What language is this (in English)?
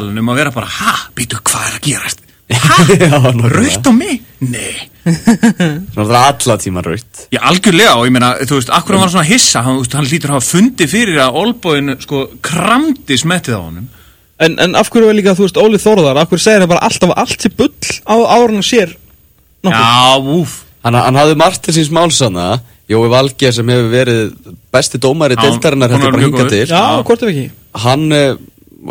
Icelandic